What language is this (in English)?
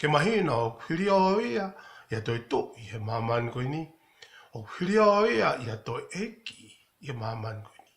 Tongan